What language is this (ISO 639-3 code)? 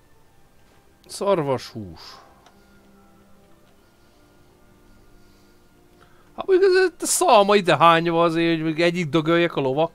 hun